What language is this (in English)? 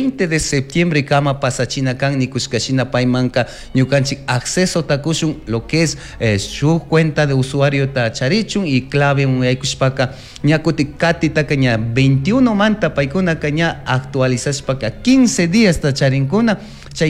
Chimborazo Highland Quichua